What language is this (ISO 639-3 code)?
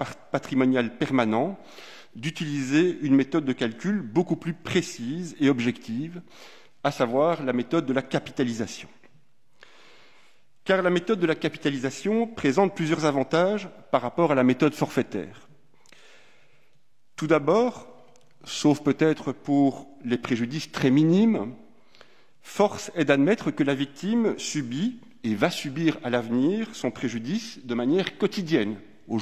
fra